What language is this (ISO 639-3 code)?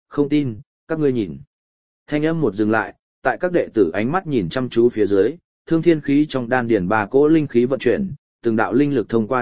vie